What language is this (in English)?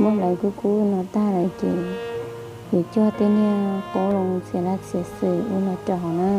Hmong